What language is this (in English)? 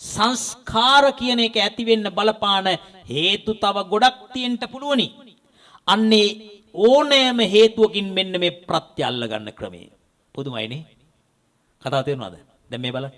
Sinhala